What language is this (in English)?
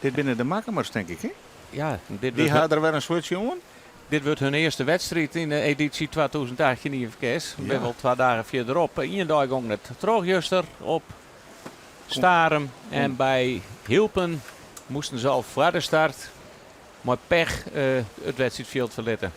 Western Frisian